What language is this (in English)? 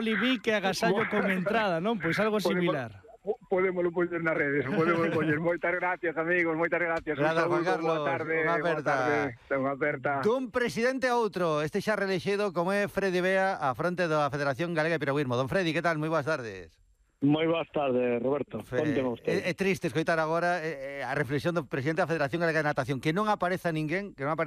Galician